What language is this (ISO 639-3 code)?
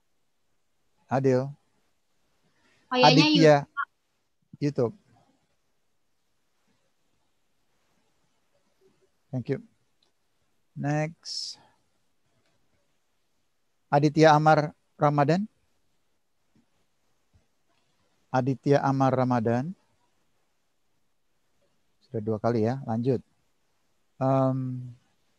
ind